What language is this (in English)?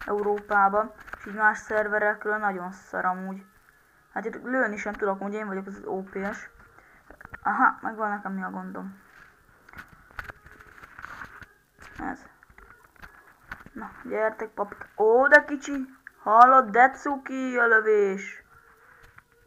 Hungarian